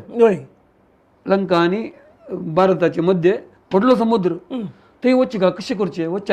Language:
Konkani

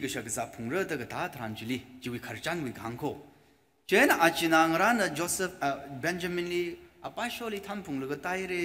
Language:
Tangkhul Naga (India)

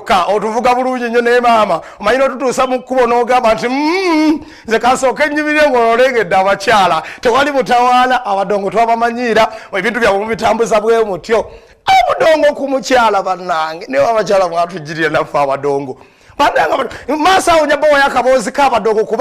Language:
Ganda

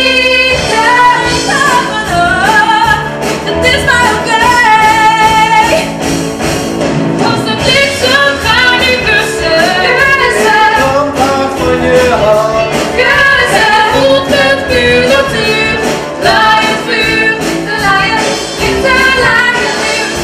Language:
Dutch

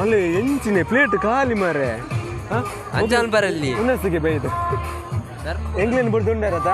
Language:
Tulu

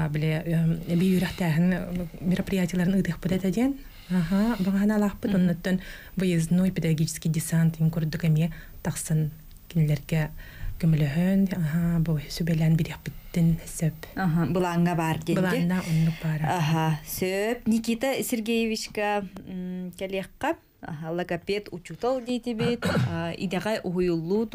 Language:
Yakut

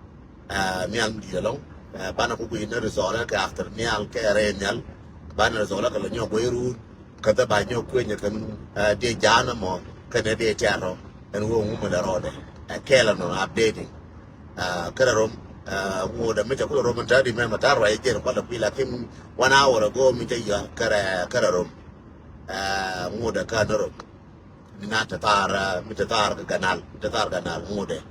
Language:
Nuer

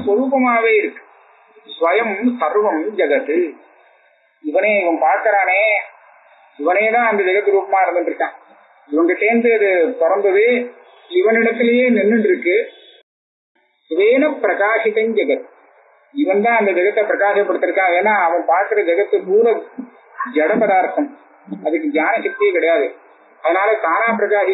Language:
Tamil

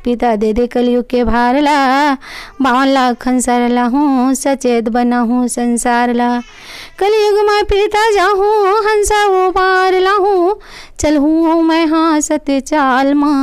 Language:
Chhattisgarhi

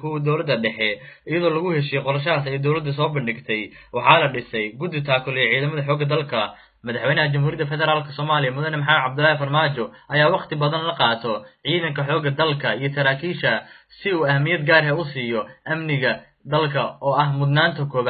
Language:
Somali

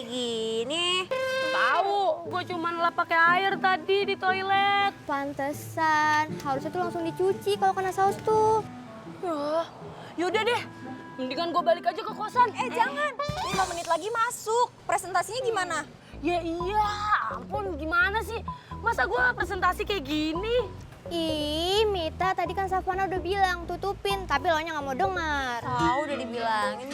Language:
Betawi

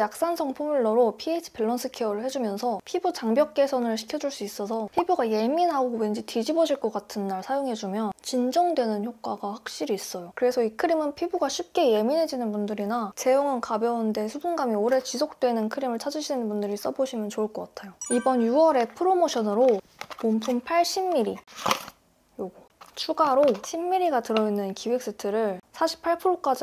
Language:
Korean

